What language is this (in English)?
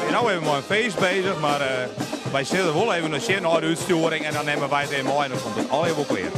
Western Frisian